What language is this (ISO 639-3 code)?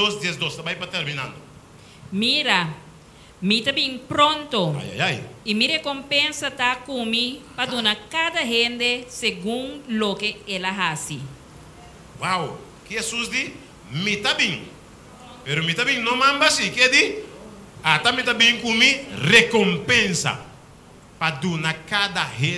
pap